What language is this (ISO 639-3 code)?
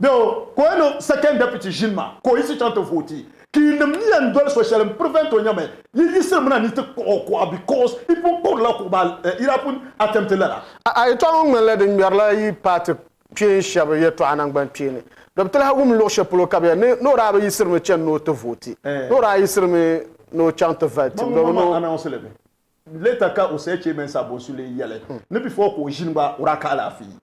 dag